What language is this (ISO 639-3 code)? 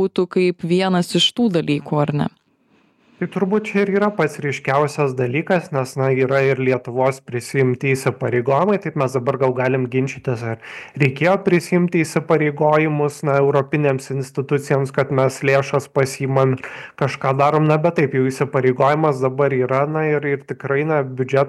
lit